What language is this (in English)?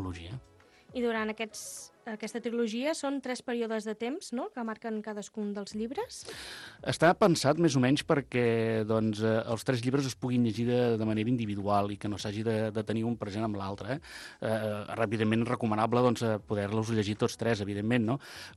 Catalan